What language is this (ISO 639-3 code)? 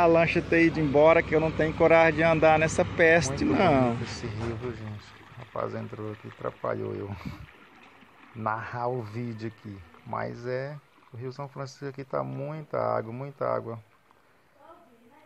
por